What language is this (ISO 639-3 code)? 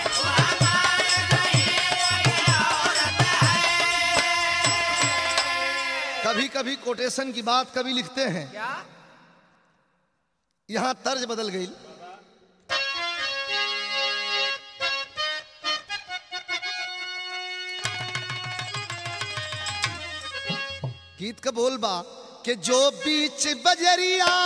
bho